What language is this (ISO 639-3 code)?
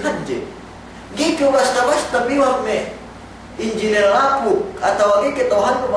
yka